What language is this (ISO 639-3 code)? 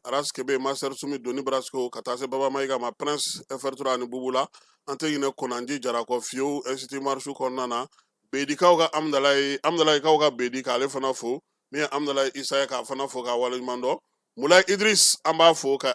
bam